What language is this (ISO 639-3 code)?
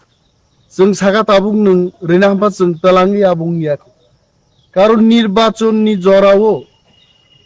trp